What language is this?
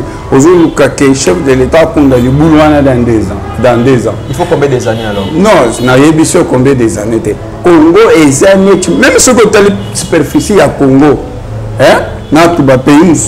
Lingala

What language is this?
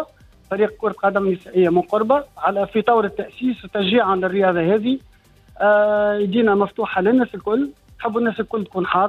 Tunisian Arabic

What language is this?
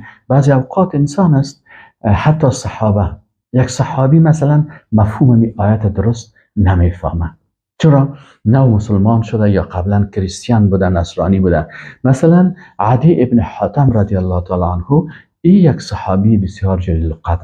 Persian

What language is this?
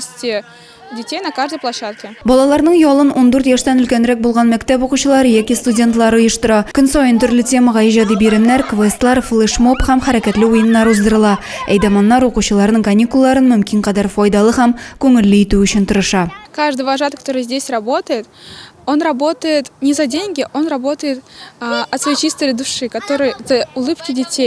Tatar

